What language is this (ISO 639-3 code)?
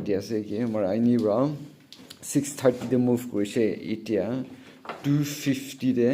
nag